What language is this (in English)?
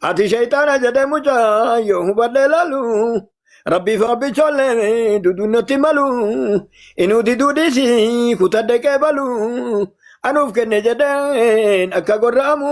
Oromo